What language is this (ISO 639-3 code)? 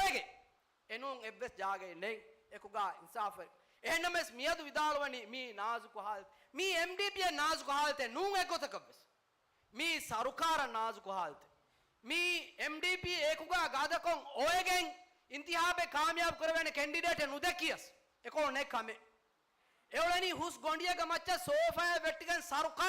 div